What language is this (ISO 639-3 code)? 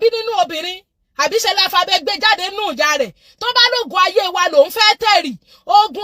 yor